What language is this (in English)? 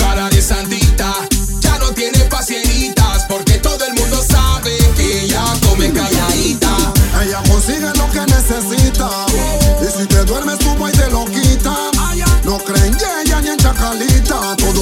Spanish